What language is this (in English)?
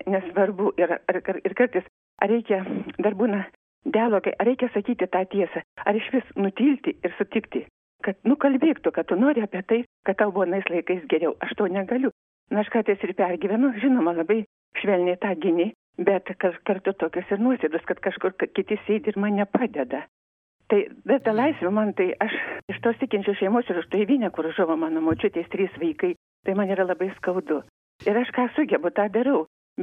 Lithuanian